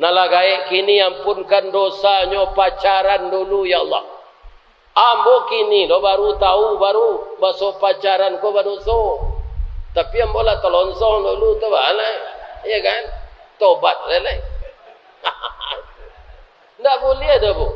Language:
Minangkabau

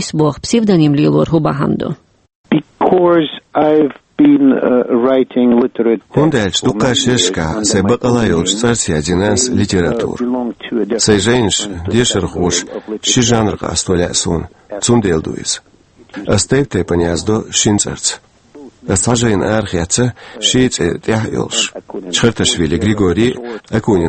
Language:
Chechen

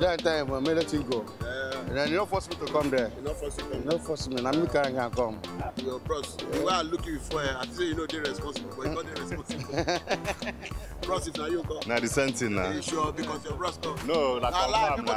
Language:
Nigerian Pidgin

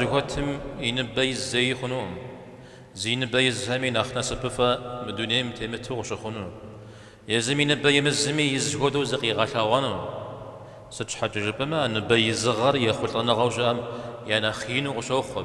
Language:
Kabardian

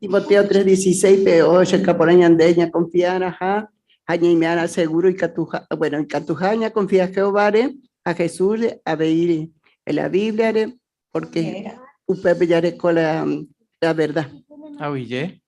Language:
Guarani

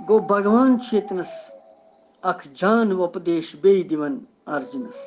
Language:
Kashmiri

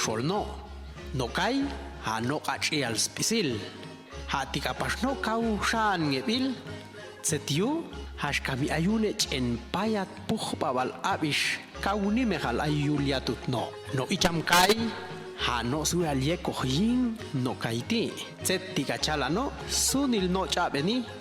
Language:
Popti'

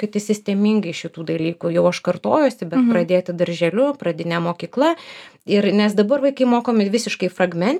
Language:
Lithuanian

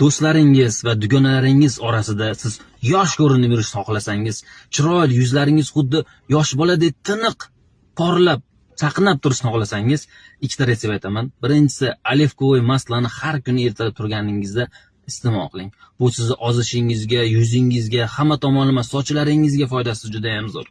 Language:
Uzbek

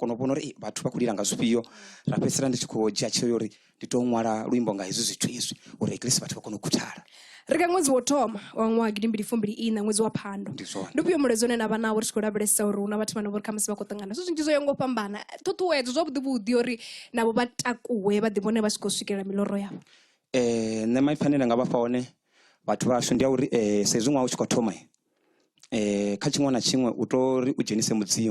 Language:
Venda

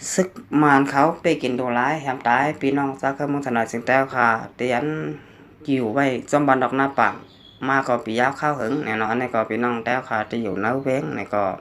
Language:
Shan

